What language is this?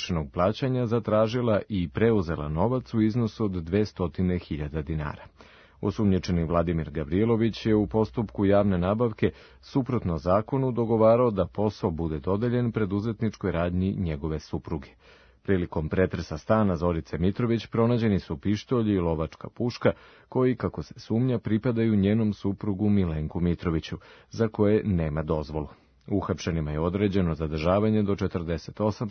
Serbian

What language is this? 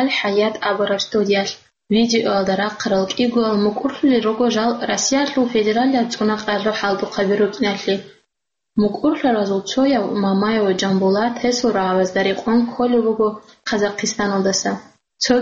Avaric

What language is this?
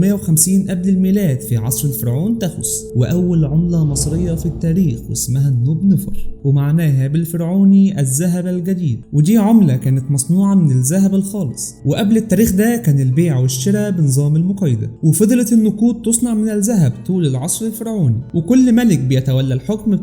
Egyptian Arabic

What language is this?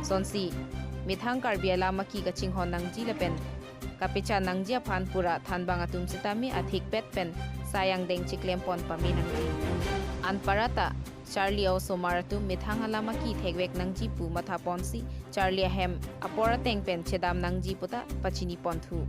Karbi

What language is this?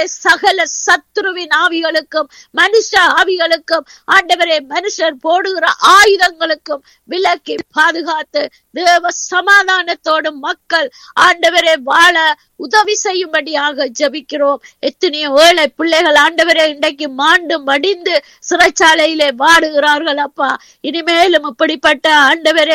Tamil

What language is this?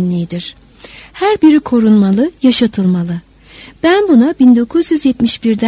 Turkish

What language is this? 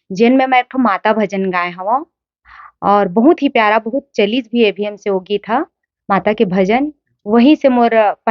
Chhattisgarhi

